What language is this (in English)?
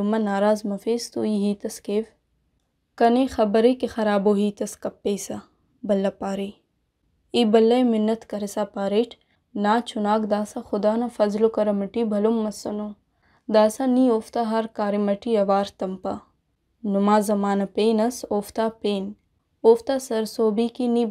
Brahui